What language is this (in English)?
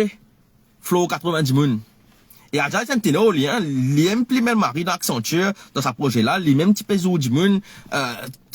Morisyen